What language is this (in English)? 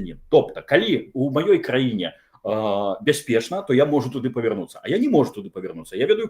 Belarusian